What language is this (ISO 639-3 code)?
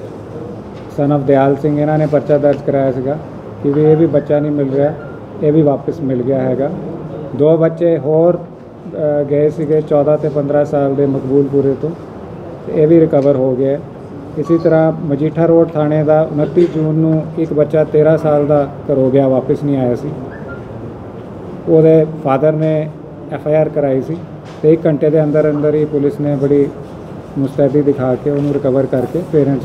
pan